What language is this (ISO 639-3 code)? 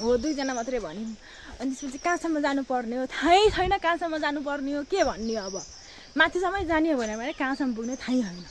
nep